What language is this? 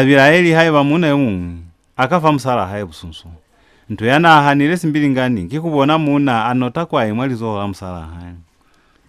Lozi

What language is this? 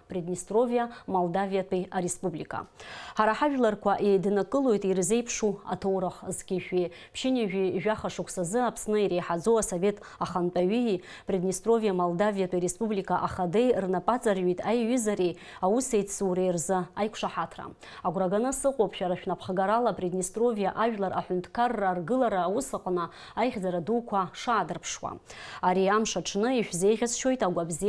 Abkhazian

